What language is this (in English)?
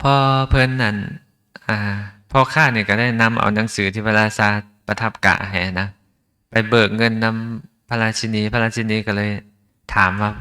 Lao